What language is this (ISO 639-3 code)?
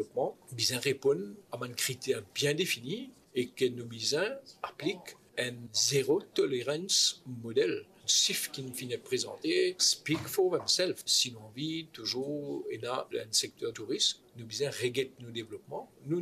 mfe